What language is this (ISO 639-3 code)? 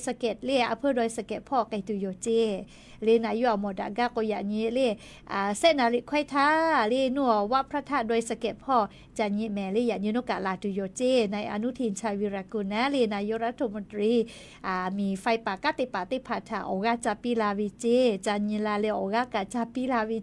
lhu